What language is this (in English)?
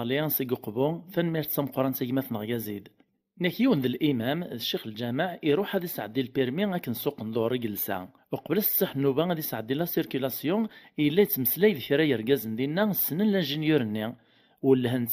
Kabyle